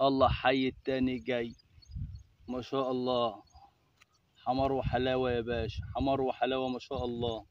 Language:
Egyptian Arabic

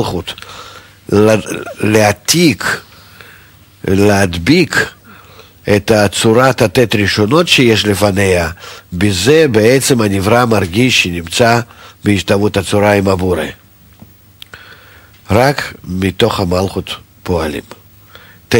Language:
Hebrew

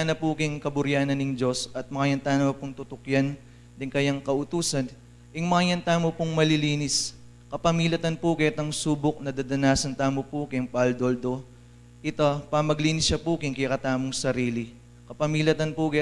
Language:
Pampanga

